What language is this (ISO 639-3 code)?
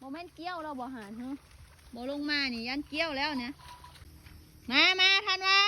lao